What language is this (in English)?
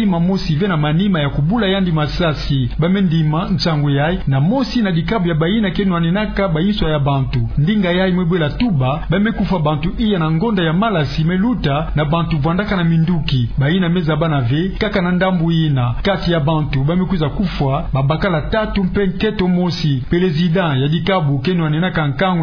Kituba (Democratic Republic of Congo)